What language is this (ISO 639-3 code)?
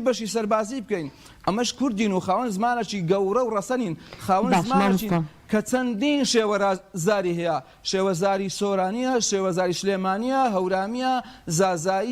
ckb